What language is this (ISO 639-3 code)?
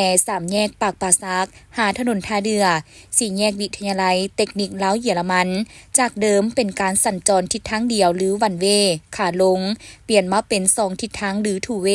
lao